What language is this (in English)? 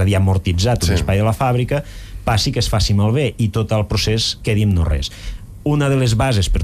Catalan